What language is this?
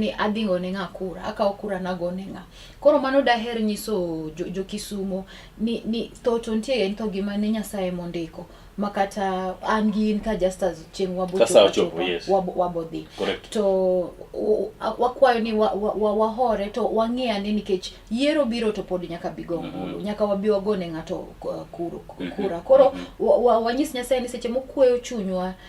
Luo (Kenya and Tanzania)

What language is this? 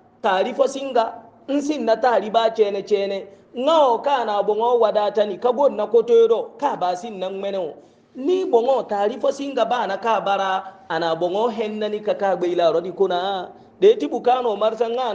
Hausa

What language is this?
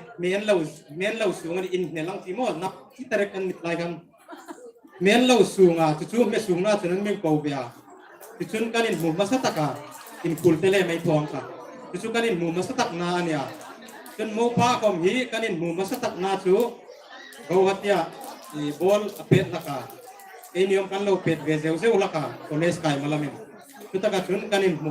Hmar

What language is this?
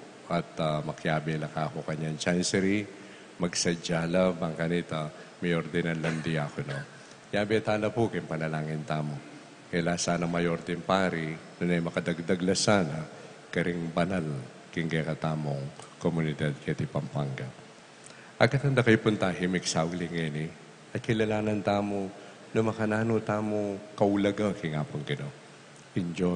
Pampanga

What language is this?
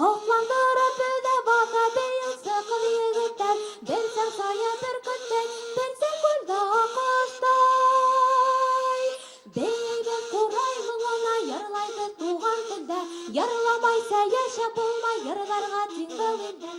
Bashkir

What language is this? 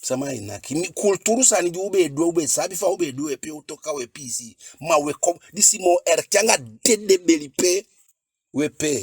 Eastern Maroon Creole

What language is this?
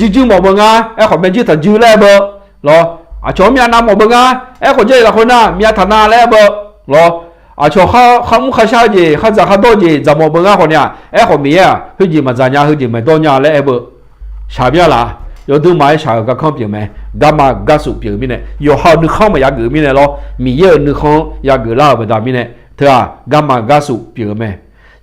Akha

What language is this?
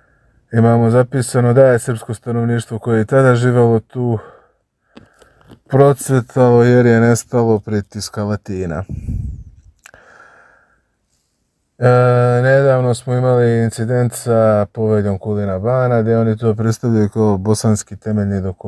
Serbian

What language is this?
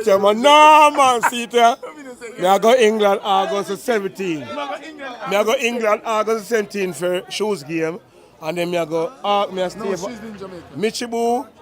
Jamaican Creole English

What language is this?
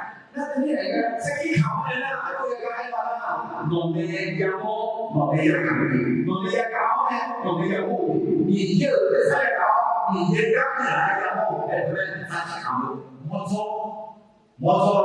Akha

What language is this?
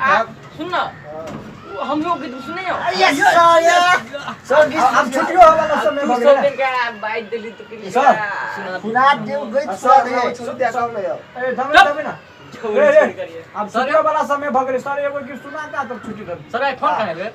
Maithili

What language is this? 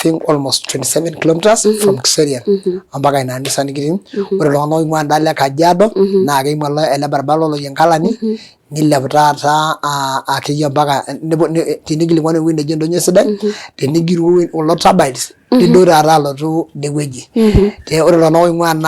Masai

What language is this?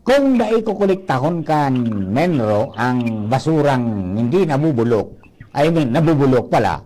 Bikol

